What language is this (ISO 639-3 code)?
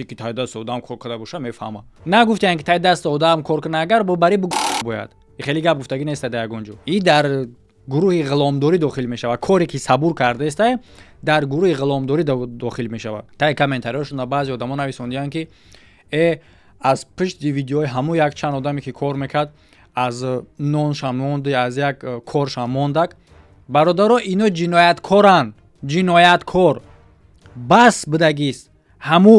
tgk